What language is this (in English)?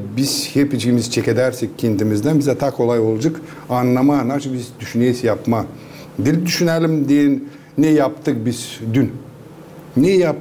Gagauz